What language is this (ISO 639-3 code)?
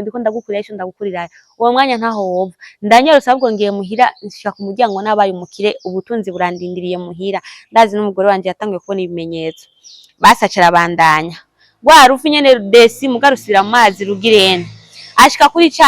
run